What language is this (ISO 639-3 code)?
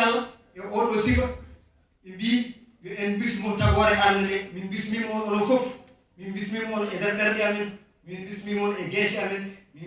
ful